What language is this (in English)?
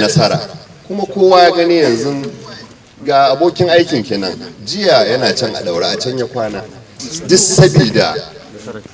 Hausa